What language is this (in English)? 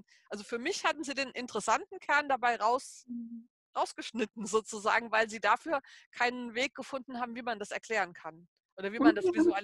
German